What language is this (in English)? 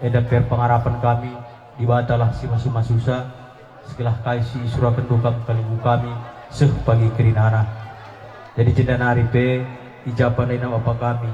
Batak Karo